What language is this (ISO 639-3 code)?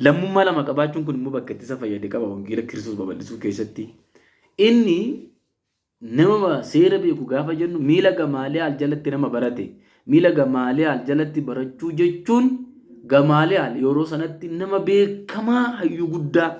orm